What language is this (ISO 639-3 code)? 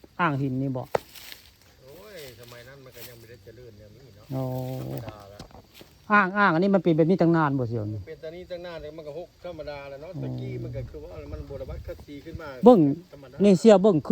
tts